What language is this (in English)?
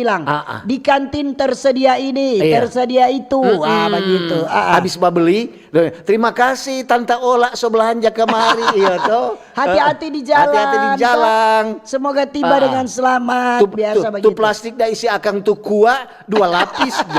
Manado Malay